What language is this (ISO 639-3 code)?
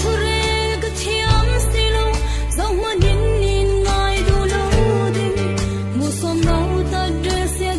cfm